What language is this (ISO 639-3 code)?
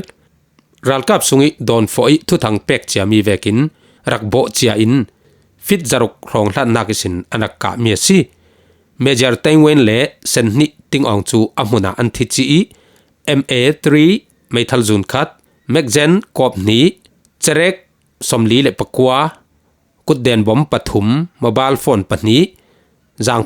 cfm